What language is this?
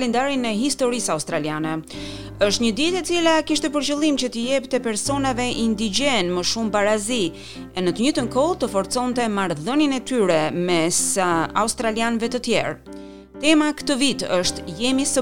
Albanian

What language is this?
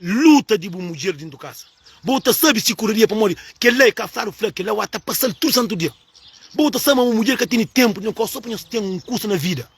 Kabuverdianu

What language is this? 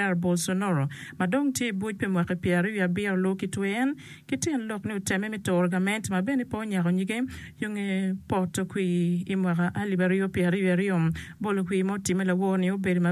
Acoli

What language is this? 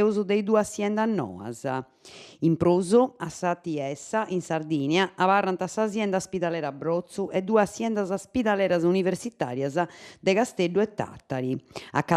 Sardinian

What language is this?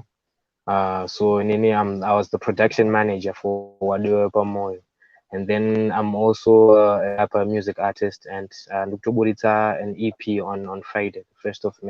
Shona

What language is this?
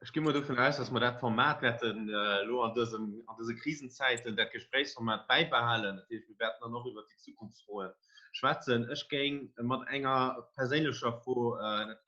Luxembourgish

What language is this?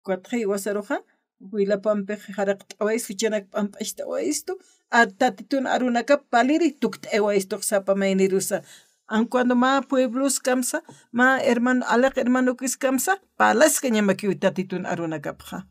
Aymara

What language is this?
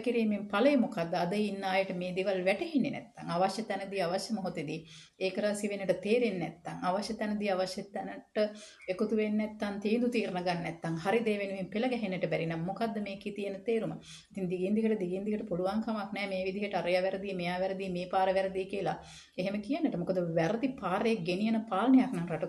Sinhala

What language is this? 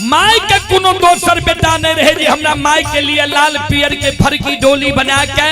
Maithili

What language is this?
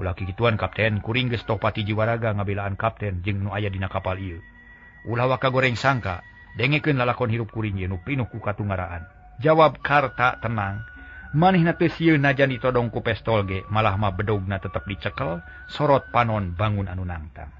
Sundanese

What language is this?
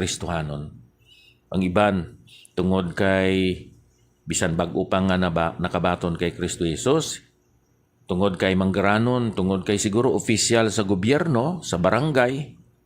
Hiligaynon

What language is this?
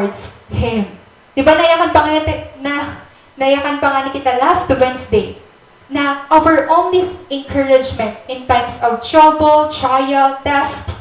Waray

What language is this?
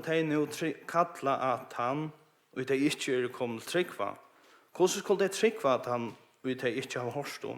Faroese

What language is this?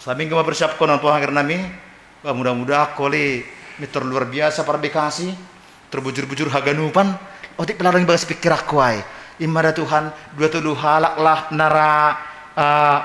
Batak Simalungun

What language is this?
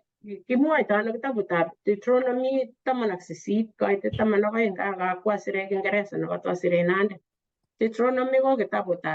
Kalenjin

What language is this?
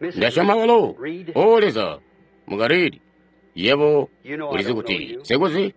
Tonga (Zambia)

